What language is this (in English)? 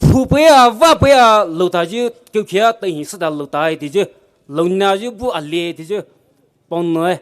Poumei Naga